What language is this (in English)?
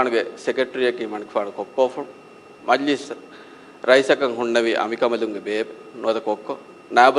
Divehi